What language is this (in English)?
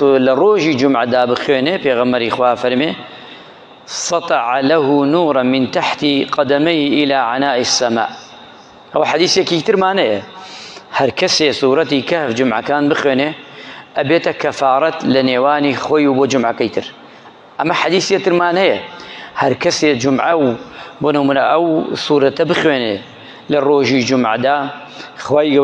Central Kurdish